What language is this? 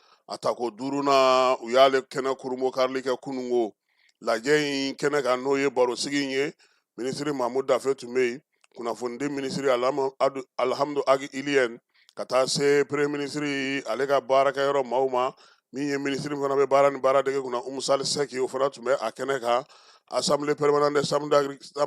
Bambara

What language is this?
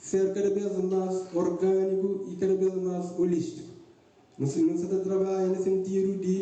Kabuverdianu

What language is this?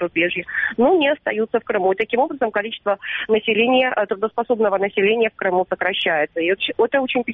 Russian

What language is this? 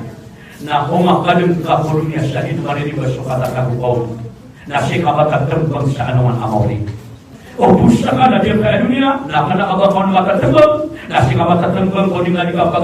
Maranao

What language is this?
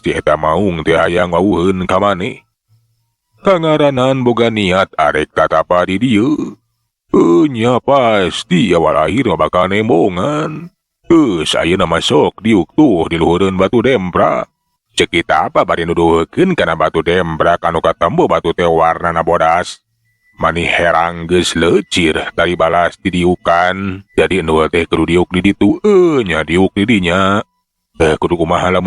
Sundanese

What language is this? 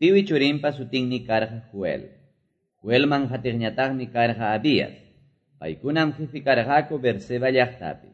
Quechua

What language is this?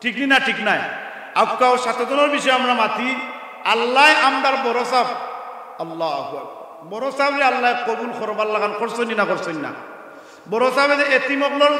Sylheti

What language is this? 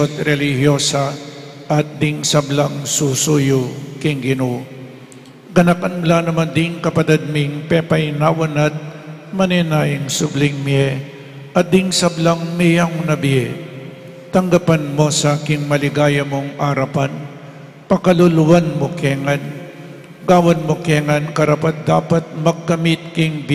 Pampanga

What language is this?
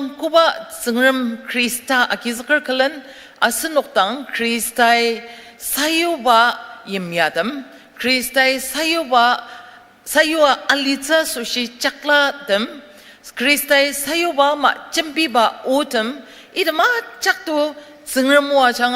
Ao Naga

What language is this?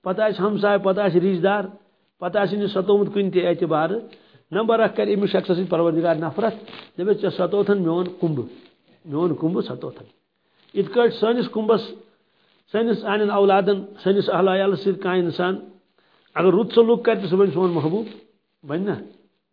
Kashmiri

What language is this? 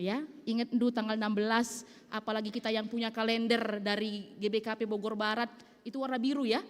Batak Karo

